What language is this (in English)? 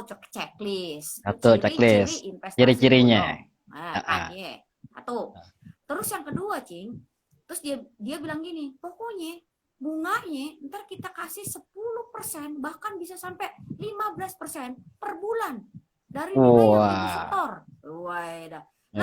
Betawi